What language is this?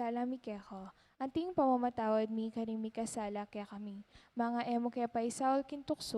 Pampanga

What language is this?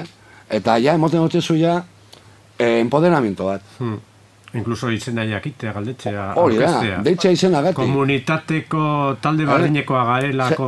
Basque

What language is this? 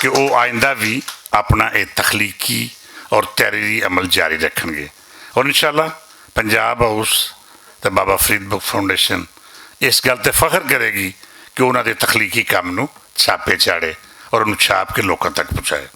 Western Panjabi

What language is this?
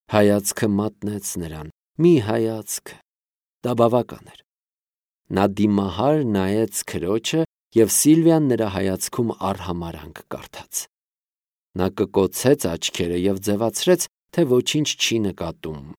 Armenian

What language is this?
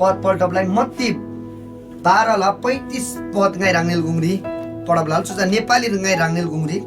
Eastern Tamang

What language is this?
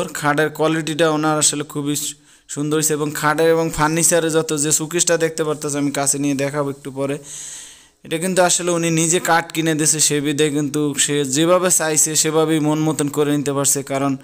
Bangla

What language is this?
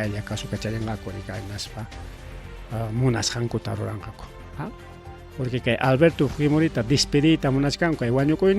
Ayacucho Quechua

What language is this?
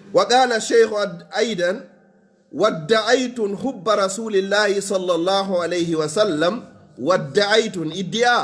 Pular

